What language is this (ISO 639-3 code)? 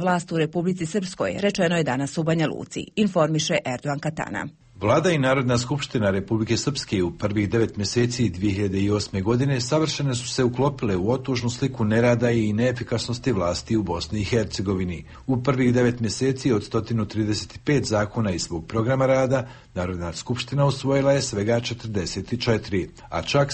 bos